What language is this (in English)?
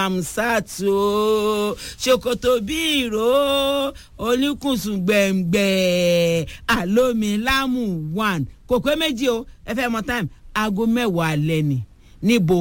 Yoruba